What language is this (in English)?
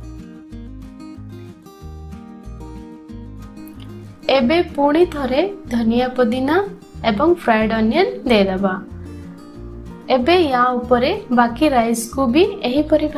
Odia